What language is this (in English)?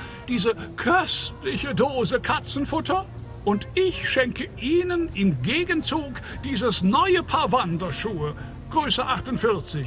Bavarian